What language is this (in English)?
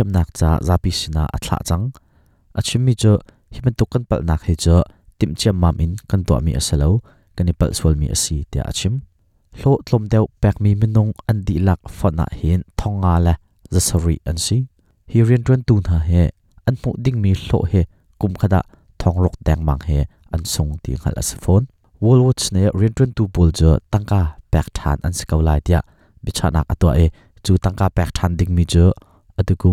Hakha Chin